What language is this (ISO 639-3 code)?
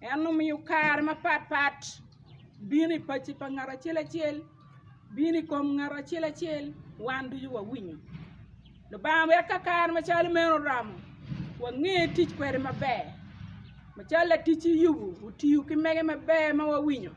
ach